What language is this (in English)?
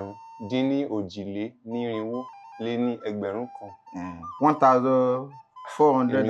Yoruba